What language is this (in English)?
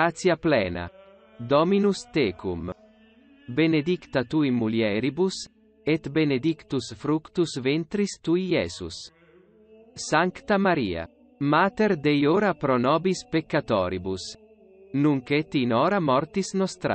Latin